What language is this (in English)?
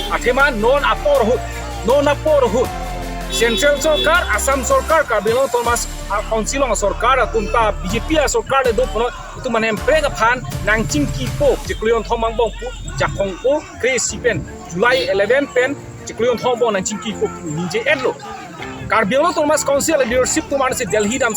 Karbi